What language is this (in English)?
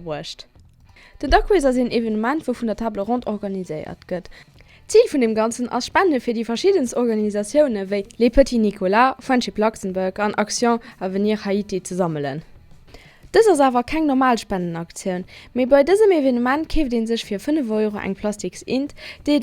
Luxembourgish